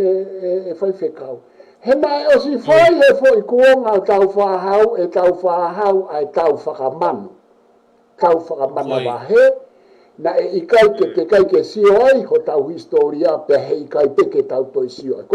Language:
Tongan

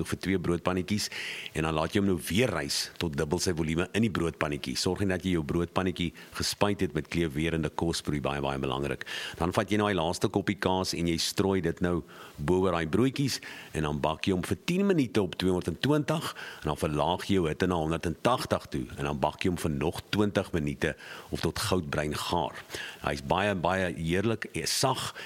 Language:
Afrikaans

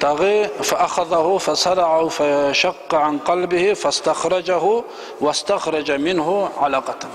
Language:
Kumyk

